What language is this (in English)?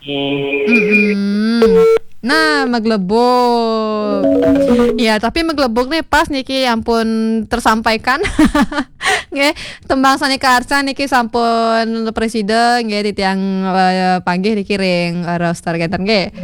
Balinese